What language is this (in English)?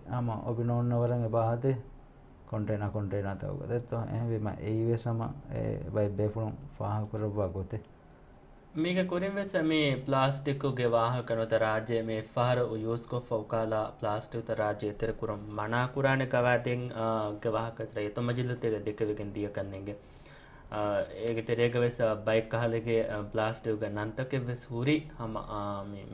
Divehi